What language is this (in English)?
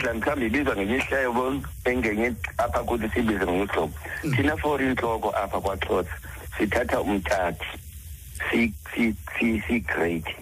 Xhosa